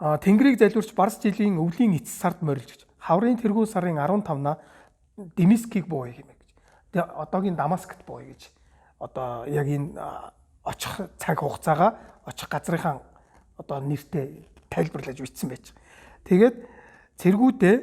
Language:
Mongolian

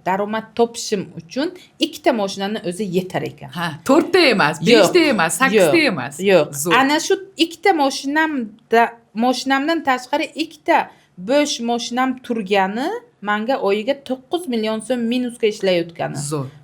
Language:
Uzbek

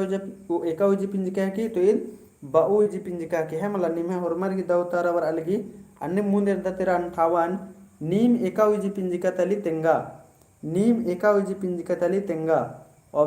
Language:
Kurukh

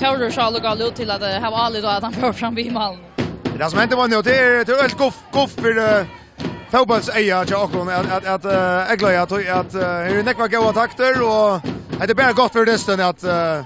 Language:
Faroese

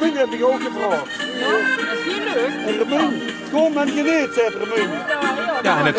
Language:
Limburgish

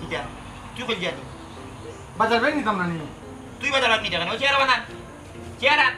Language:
Sylheti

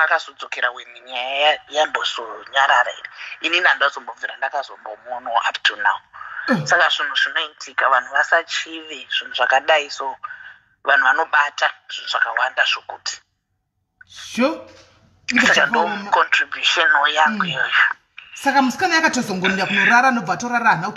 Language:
Shona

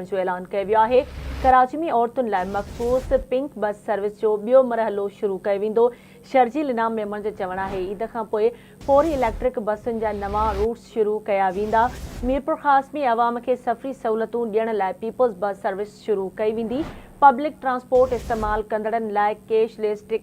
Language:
Sindhi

